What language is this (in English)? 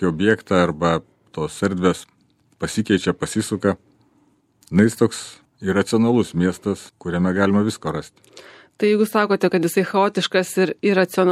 Lithuanian